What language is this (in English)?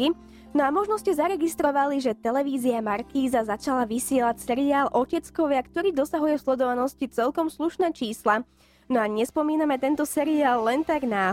Slovak